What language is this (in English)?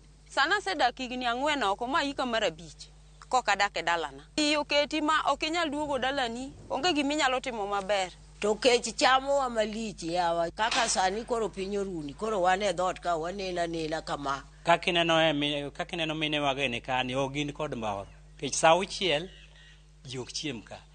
Luo (Kenya and Tanzania)